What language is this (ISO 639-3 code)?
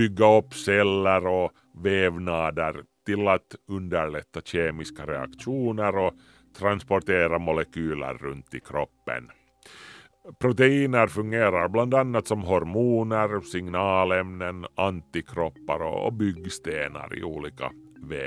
swe